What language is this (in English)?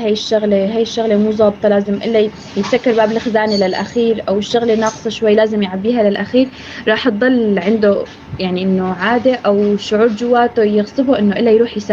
North Levantine Arabic